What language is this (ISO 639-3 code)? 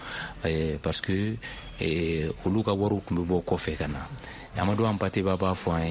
bam